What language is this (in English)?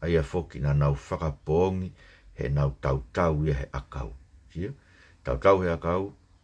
Tongan